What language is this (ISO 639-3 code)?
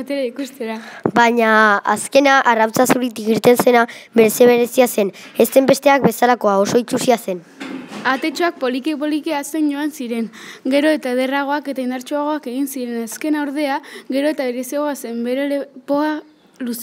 eus